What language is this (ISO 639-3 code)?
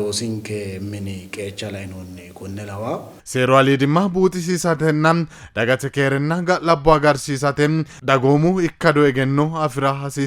sid